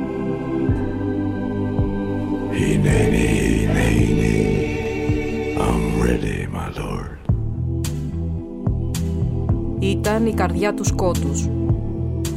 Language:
Greek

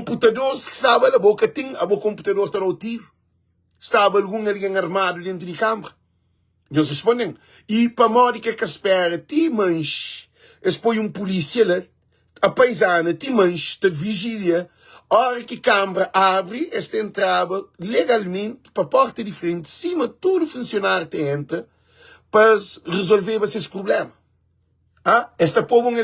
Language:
Kabuverdianu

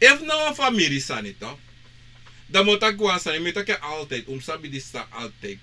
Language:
Sranan Tongo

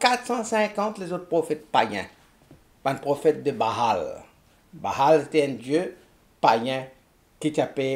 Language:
Morisyen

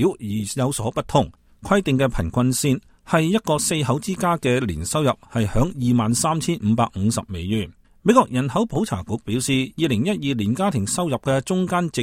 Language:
Cantonese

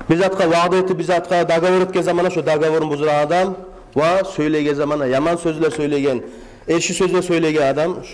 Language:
Kumyk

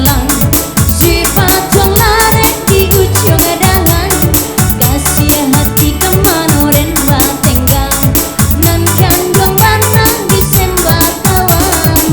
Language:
Minangkabau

